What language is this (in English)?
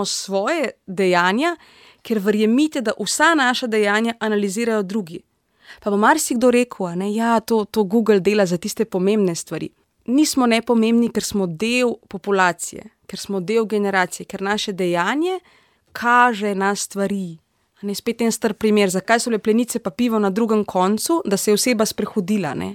Slovenian